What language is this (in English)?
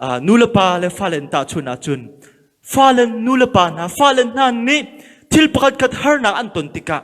Hakha Chin